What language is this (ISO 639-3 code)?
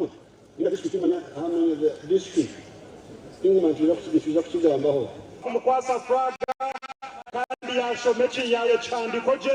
nyn